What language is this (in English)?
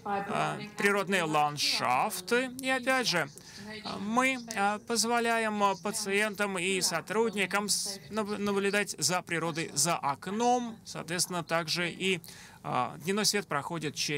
Russian